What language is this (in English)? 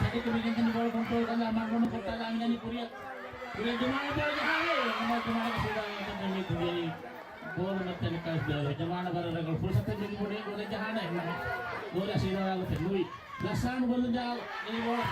Divehi